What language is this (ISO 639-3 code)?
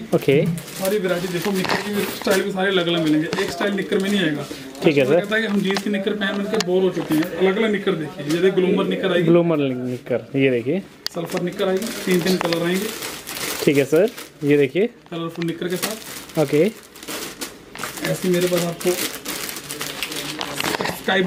hin